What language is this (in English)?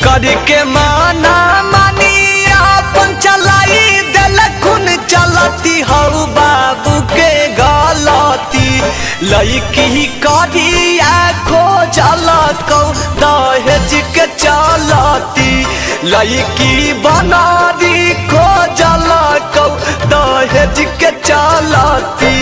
Magahi